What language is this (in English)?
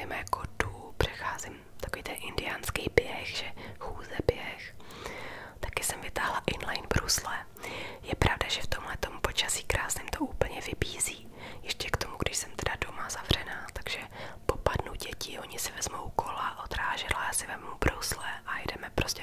Czech